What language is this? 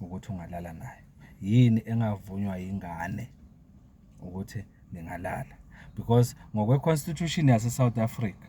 Zulu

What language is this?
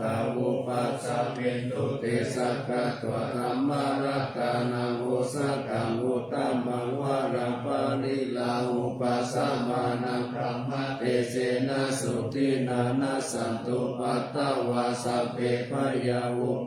Pali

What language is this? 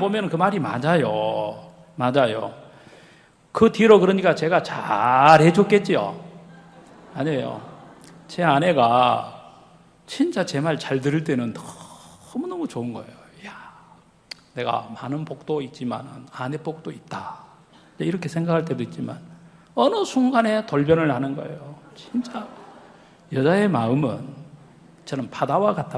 Korean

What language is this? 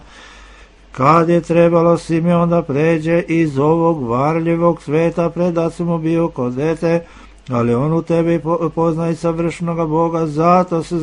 Serbian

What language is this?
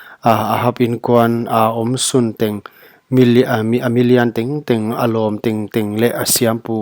Paite Chin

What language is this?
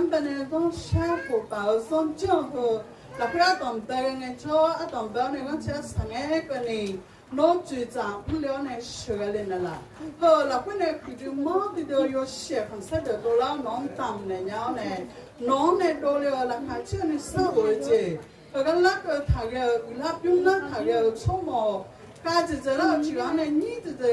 Akha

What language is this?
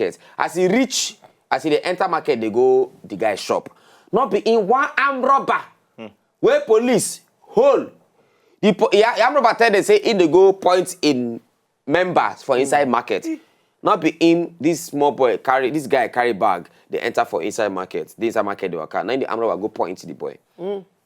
Nigerian Pidgin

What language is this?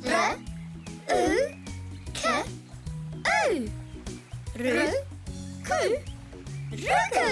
Māori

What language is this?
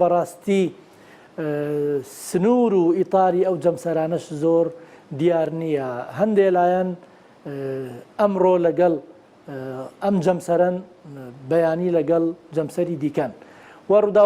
Central Kurdish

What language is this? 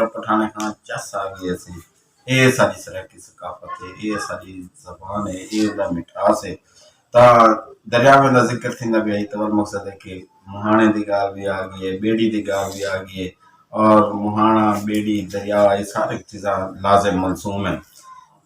Saraiki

